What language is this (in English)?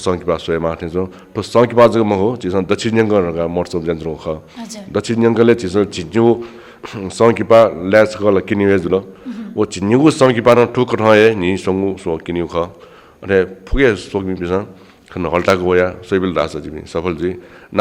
Newari